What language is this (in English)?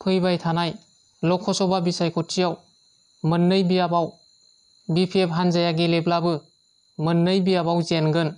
Bodo